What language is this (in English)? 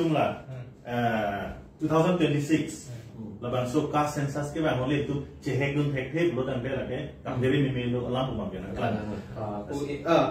Karbi